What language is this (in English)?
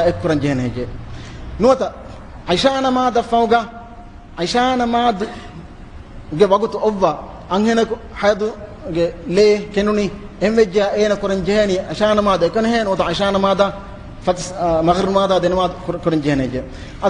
Divehi